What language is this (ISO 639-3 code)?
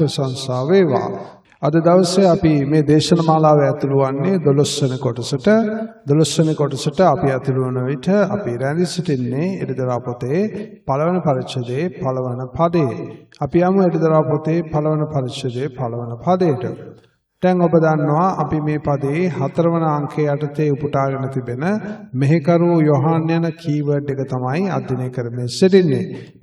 sin